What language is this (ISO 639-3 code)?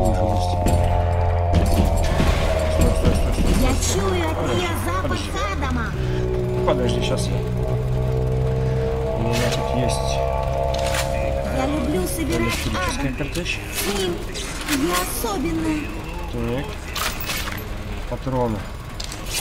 rus